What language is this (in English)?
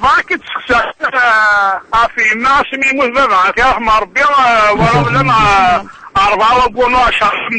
Kabyle